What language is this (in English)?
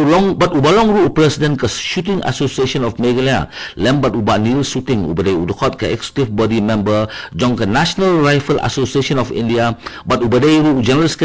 Khasi